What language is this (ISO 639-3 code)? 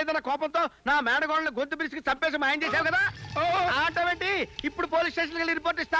tel